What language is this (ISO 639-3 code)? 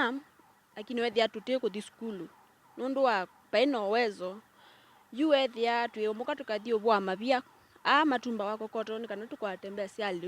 kam